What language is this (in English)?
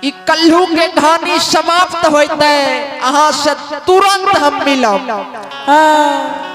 Maithili